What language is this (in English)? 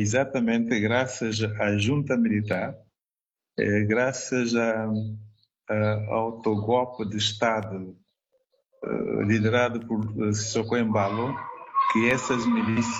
Portuguese